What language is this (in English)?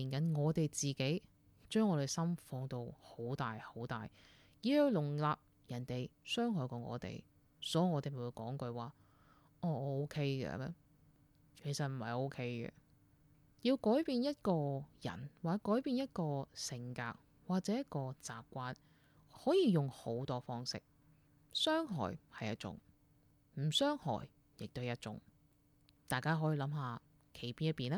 Cantonese